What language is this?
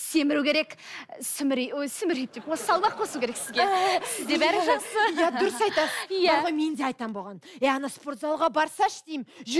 Kazakh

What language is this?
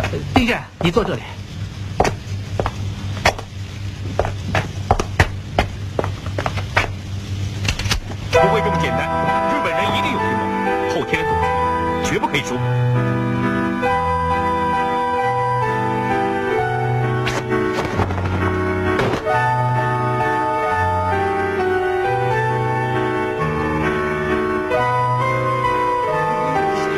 Chinese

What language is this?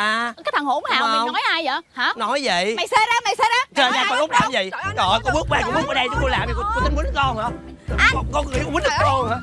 Vietnamese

